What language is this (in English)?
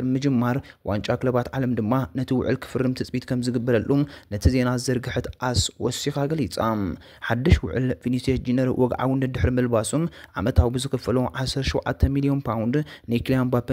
Tigrinya